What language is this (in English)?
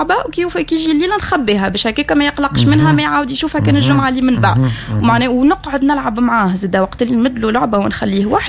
Tunisian Arabic